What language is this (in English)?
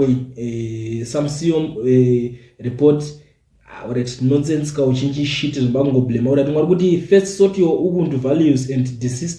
Shona